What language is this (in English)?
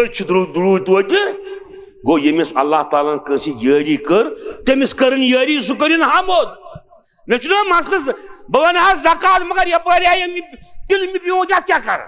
Kashmiri